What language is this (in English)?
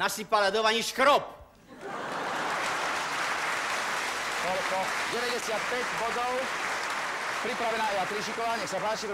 Slovak